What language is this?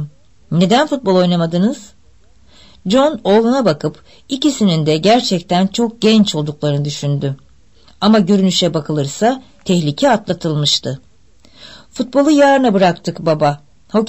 Turkish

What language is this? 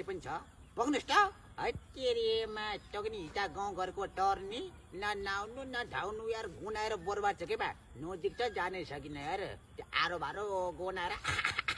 Nepali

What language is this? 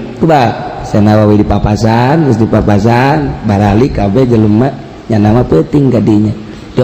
Sundanese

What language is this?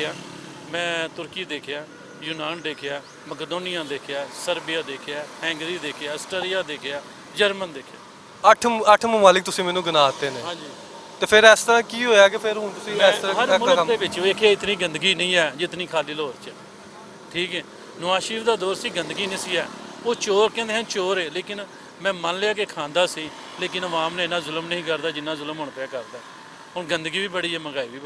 Western Panjabi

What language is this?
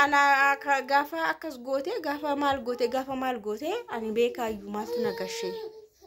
Oromo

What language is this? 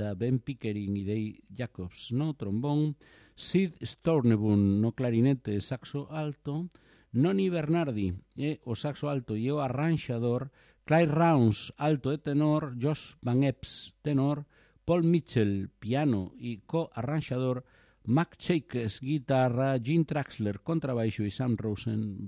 Galician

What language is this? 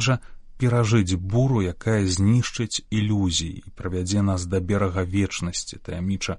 Belarusian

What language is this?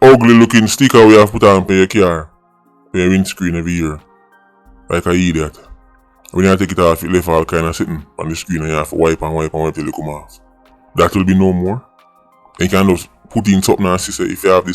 Jamaican Creole English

